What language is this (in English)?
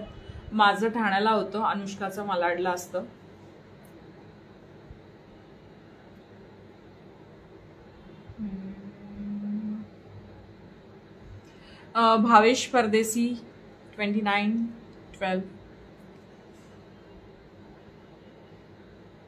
Marathi